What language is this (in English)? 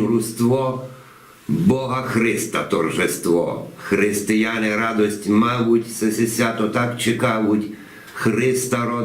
Rusyn